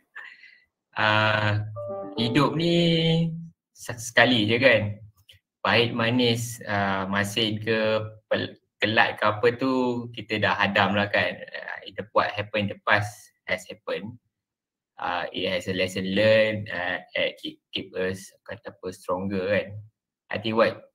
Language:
Malay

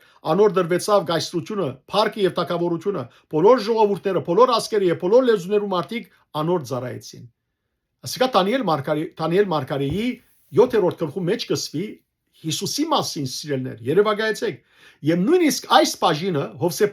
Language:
Western Armenian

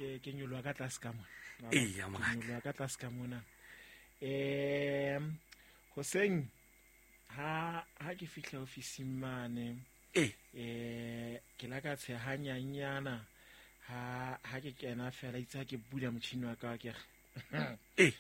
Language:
Southern Sotho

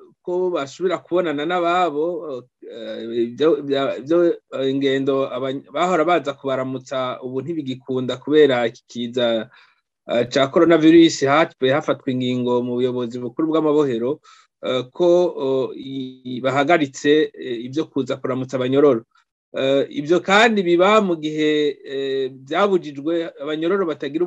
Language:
Rundi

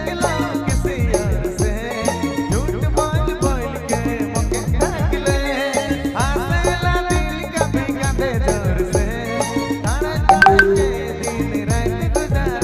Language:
Sadri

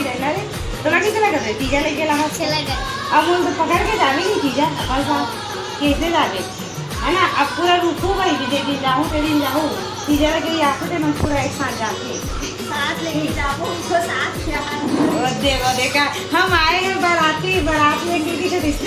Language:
Chhattisgarhi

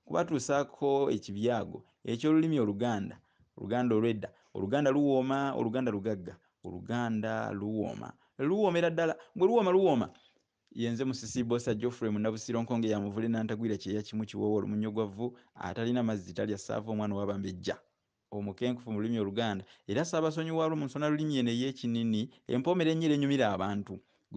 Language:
Ganda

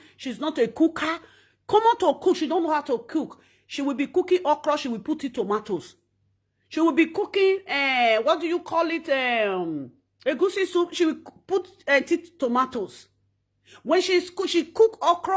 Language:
Nigerian Pidgin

